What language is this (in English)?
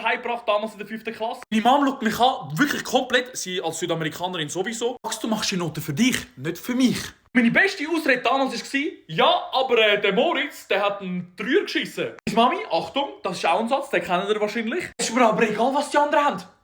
Swiss German